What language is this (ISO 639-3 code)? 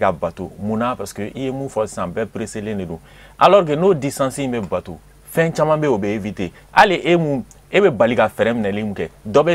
bam